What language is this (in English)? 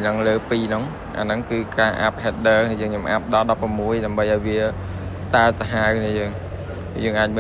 Khmer